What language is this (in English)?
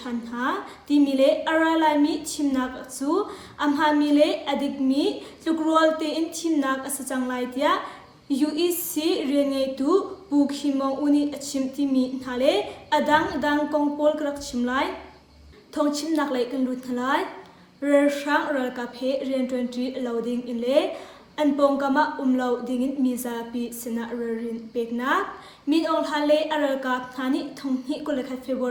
Hakha Chin